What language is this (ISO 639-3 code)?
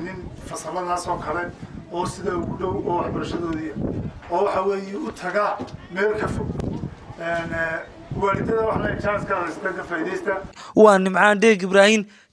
som